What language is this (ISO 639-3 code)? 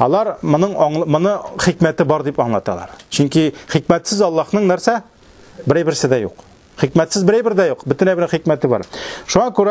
tat